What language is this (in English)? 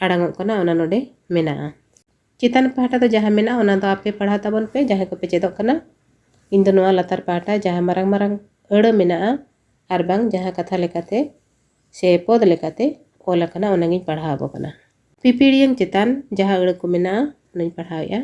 Santali